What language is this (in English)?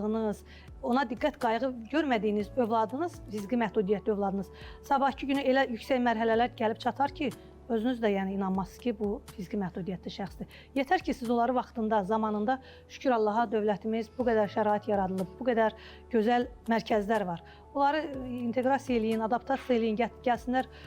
Azerbaijani